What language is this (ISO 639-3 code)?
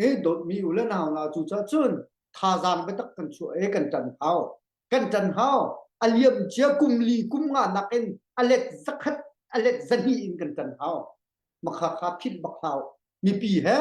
cnh